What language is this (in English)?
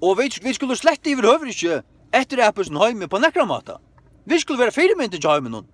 Faroese